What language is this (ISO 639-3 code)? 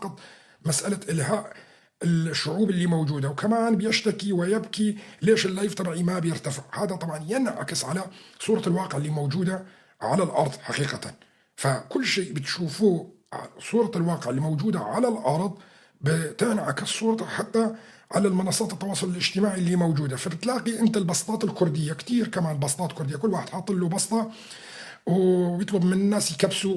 apc